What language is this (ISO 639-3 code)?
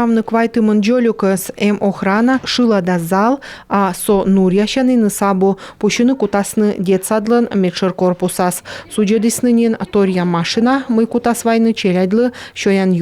kom